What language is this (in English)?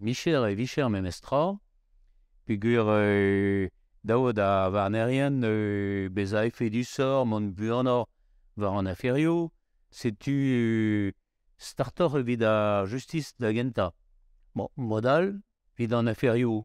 Breton